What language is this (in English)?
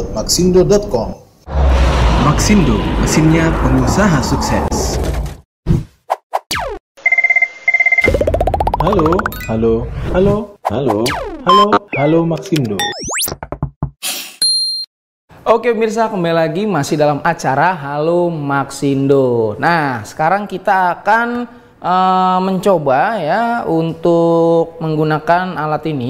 Indonesian